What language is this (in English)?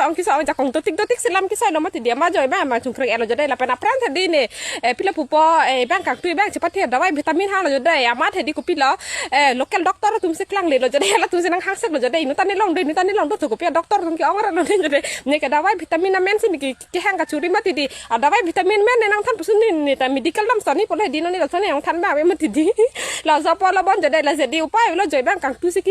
Karbi